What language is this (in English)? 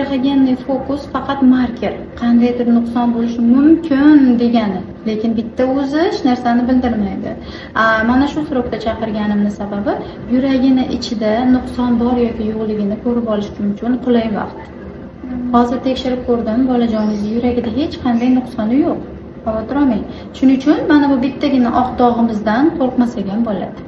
Uzbek